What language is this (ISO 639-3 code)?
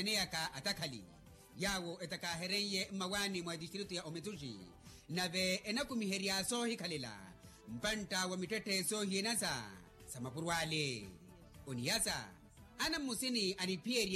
vmw